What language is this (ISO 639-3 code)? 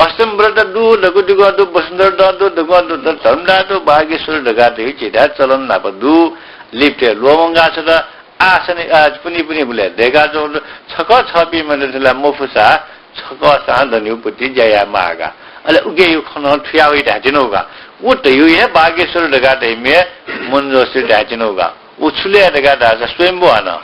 new